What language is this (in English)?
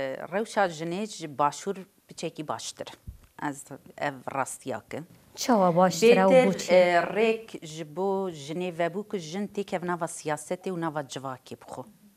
Kurdish